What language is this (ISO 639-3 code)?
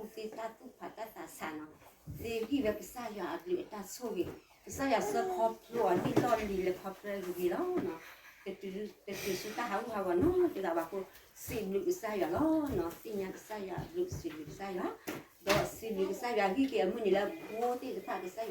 ksw